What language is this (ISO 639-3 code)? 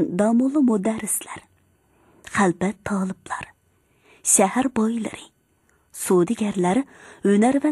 uig